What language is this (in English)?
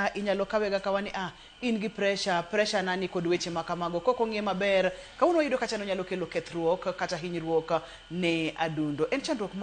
Luo (Kenya and Tanzania)